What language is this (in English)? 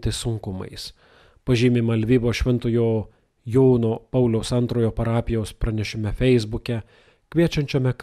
Lithuanian